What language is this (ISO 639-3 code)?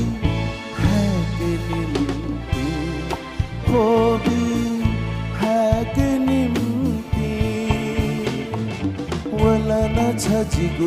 new